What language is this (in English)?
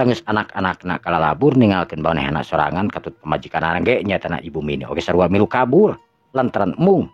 Sundanese